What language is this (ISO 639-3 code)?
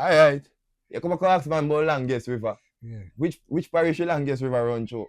jam